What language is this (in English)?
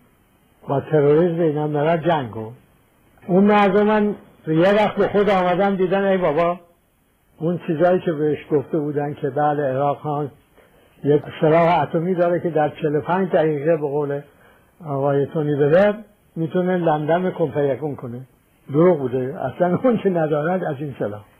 Persian